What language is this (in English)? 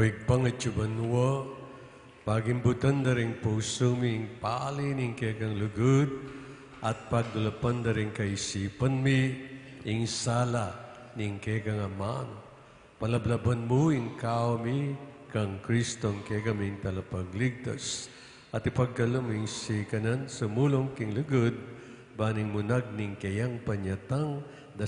Pampanga